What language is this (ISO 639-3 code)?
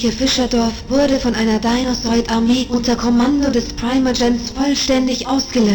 bar